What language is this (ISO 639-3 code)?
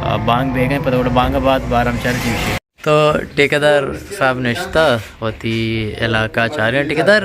bal